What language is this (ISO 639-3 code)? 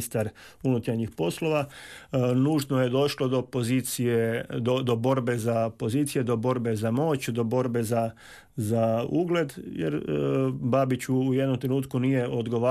hrv